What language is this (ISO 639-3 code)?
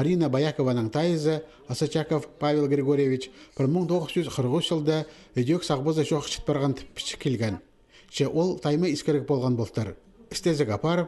kjh